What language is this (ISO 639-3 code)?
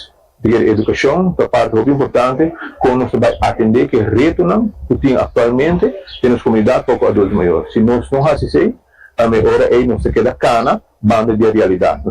pap